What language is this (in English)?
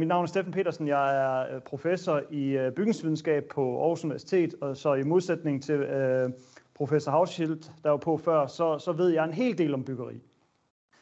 Danish